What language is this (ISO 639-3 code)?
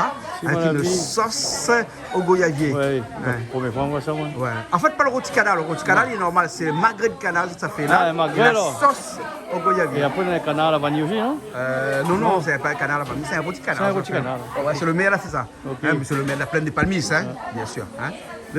rcf